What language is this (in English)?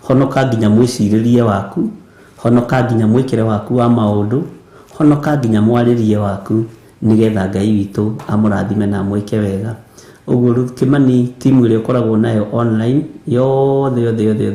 Kikuyu